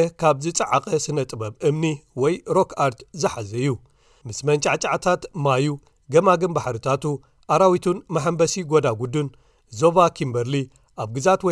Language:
Tigrinya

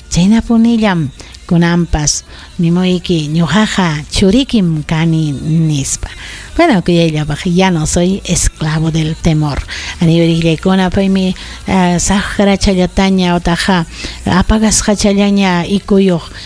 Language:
Ayacucho Quechua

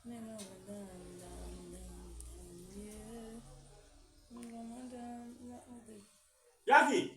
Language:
Haitian Creole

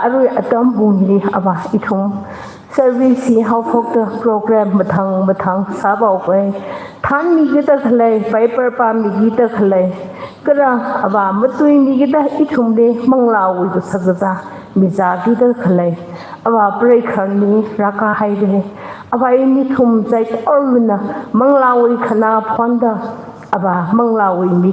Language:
Tangkhul Naga (India)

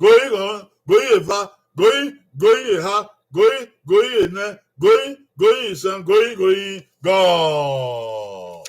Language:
Bini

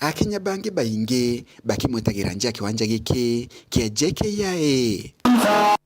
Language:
Meru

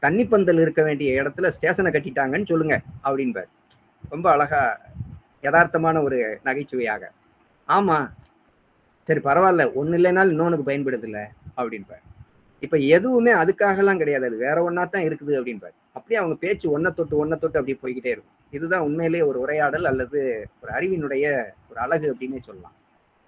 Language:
Tamil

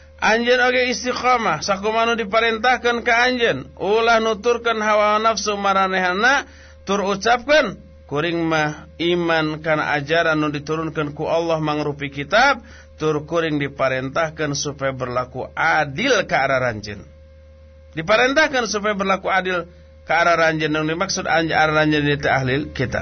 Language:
Sundanese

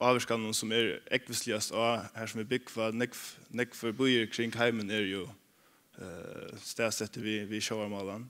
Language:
Faroese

